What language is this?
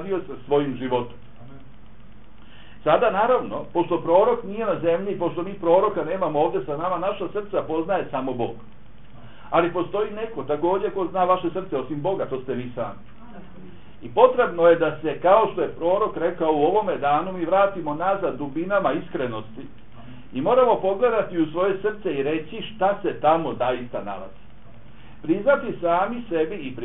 Bosnian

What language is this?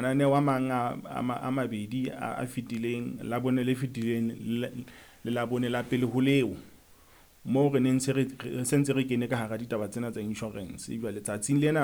Southern Sotho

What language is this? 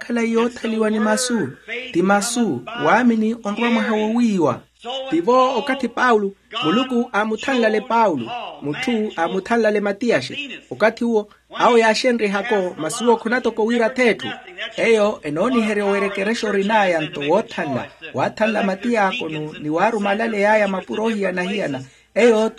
Makhuwa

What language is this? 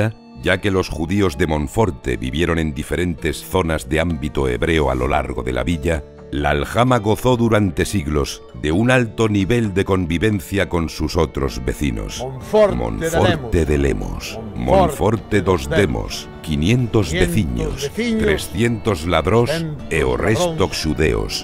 Ladino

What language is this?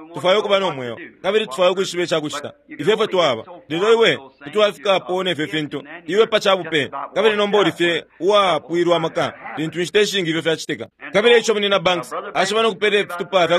Bemba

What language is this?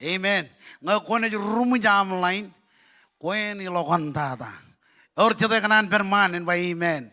Marshallese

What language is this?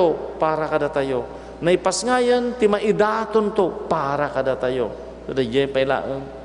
Iloko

